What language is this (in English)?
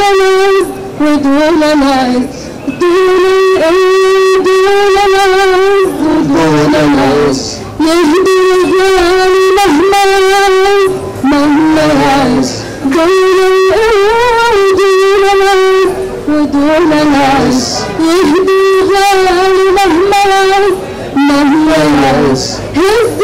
Egyptian Arabic